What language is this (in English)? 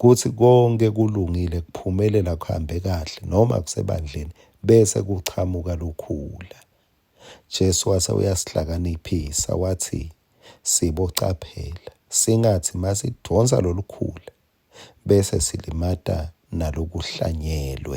Swati